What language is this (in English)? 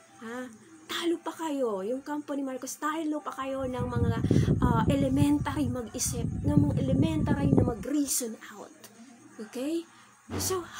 Filipino